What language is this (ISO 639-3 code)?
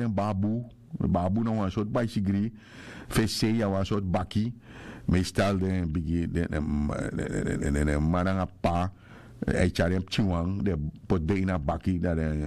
srn